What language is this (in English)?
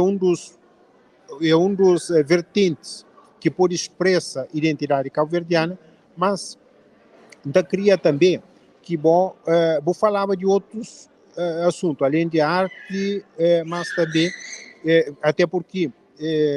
Kabuverdianu